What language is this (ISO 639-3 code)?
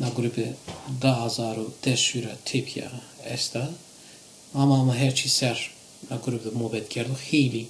zza